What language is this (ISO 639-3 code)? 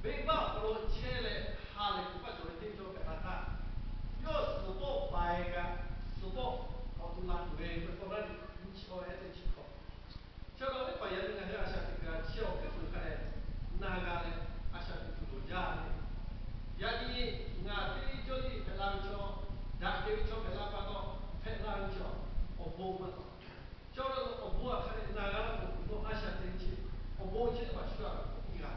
lhu